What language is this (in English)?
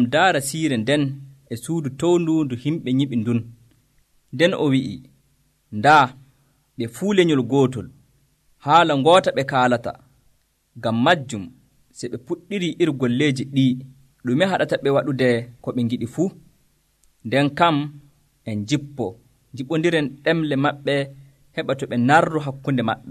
Nigerian Fulfulde